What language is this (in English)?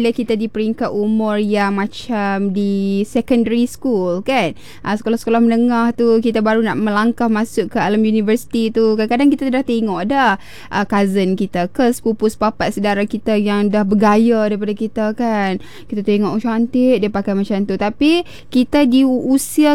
Malay